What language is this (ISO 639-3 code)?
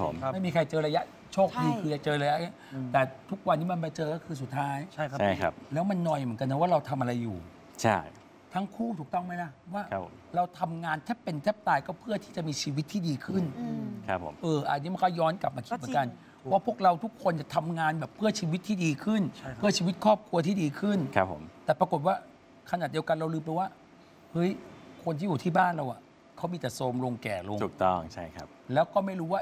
tha